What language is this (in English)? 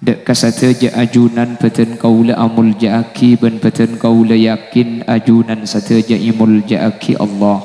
Madurese